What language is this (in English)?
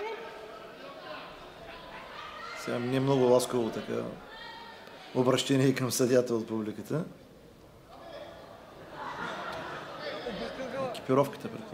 Bulgarian